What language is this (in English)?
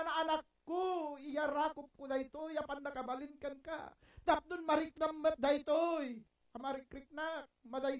Iloko